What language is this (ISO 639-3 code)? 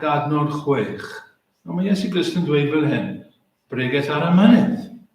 cym